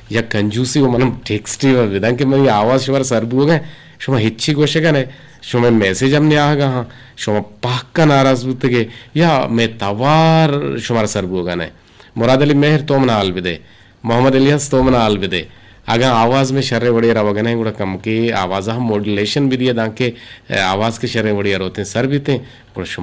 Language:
Eastern Balochi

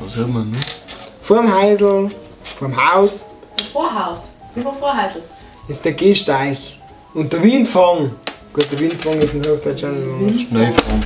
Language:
Bavarian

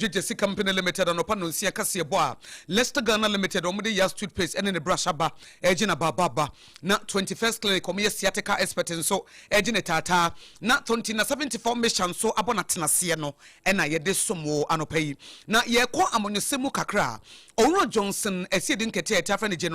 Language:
Akan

